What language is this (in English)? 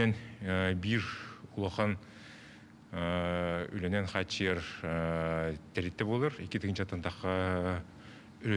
Yakut